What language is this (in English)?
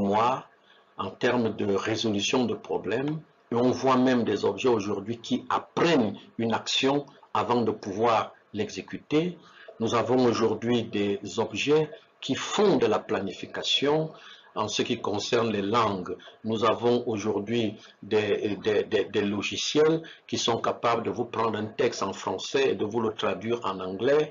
French